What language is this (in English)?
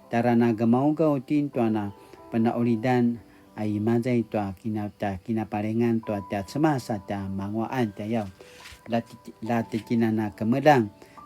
Paiwan